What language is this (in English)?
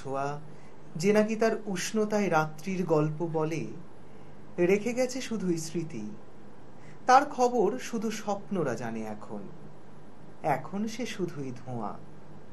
Bangla